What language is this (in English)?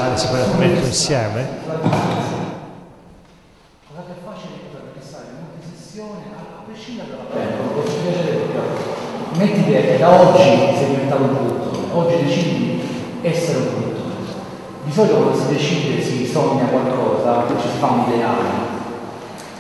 Italian